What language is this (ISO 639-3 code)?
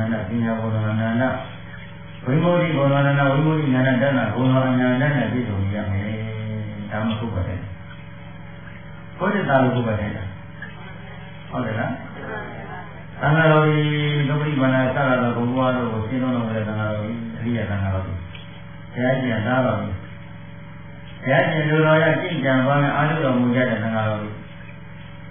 mya